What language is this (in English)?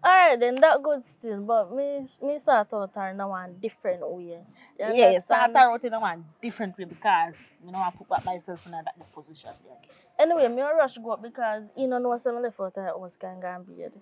Jamaican Creole English